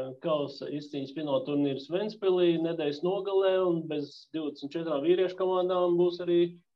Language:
Latvian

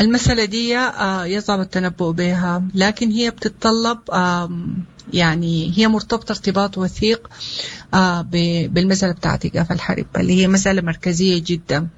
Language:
Sudanese Arabic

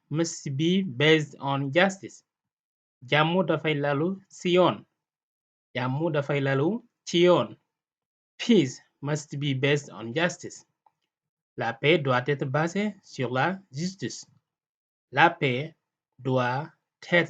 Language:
Wolof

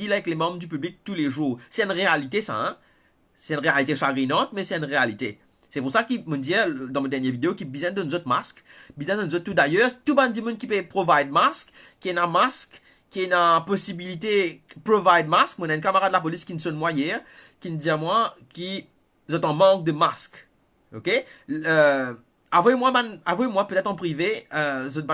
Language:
Morisyen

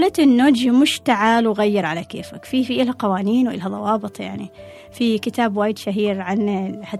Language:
Gulf Arabic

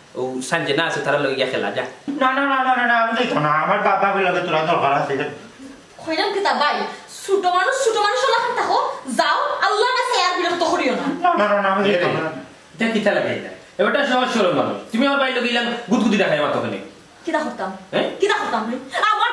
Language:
Sylheti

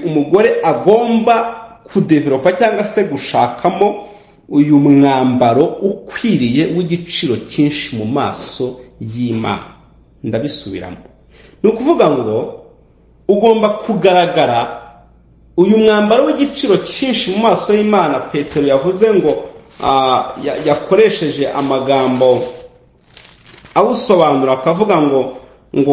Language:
Kinyarwanda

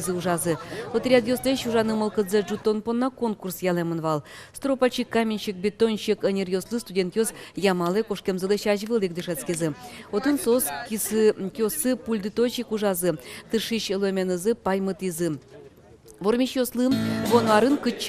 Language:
Udmurt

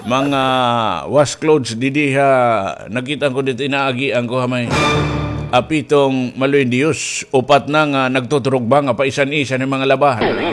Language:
Waray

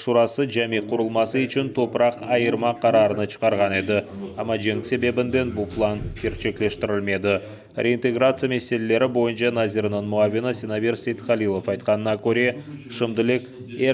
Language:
Crimean Tatar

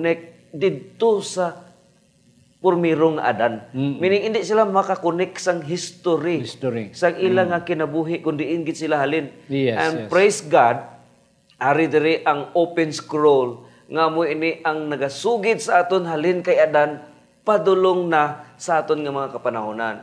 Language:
Hiligaynon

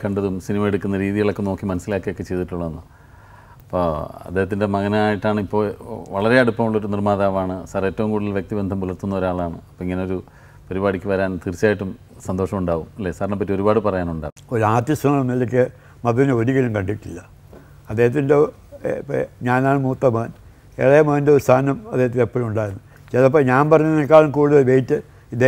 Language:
Malayalam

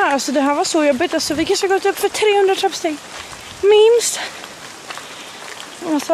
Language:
Swedish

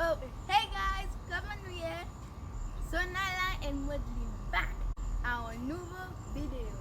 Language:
Haitian Creole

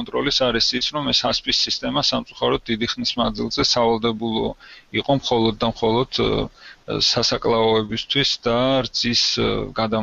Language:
Georgian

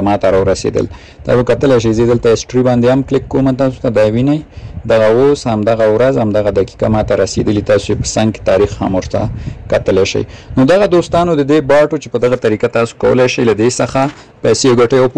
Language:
Pashto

